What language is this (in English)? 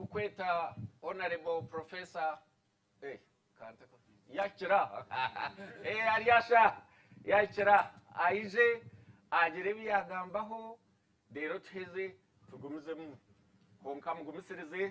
Nyankole